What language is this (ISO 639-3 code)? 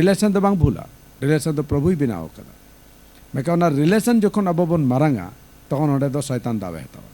sat